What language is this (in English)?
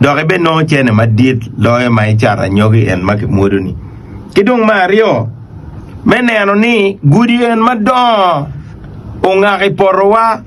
Acoli